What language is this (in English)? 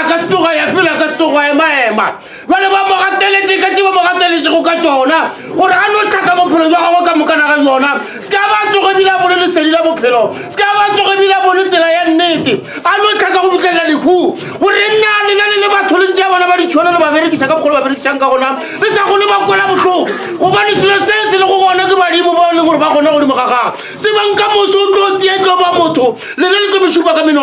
Northern Sotho